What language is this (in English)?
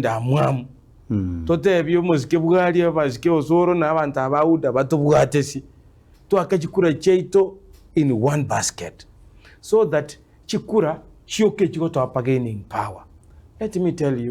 Gusii